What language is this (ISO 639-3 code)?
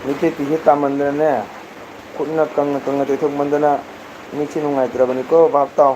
mni